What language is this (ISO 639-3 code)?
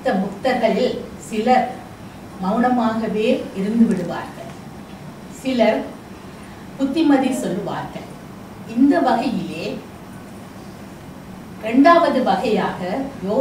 tam